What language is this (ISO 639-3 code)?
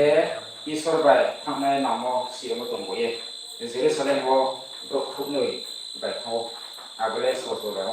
ria